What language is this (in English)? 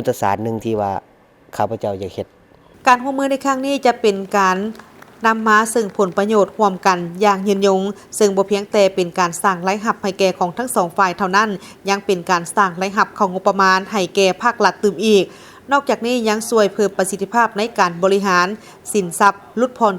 Lao